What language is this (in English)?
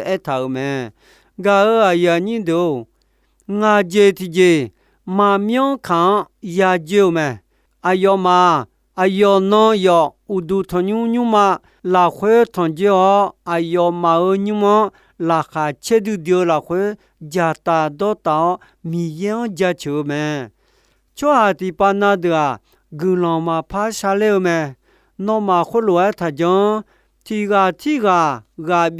Akha